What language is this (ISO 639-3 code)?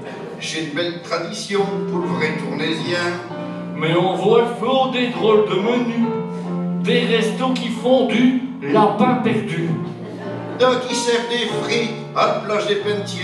pcd